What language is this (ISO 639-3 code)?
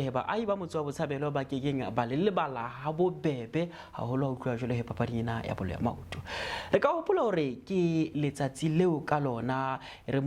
sot